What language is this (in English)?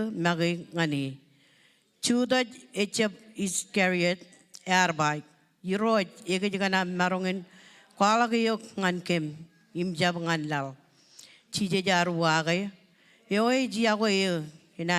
Marshallese